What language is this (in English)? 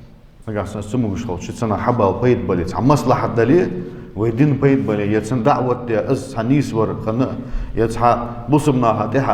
Ingush